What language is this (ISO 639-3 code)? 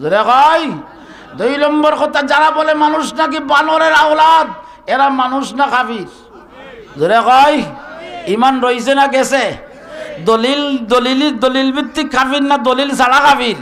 syl